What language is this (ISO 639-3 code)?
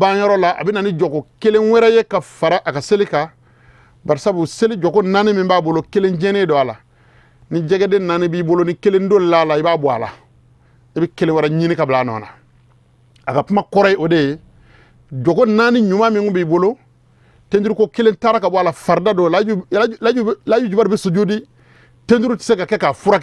bam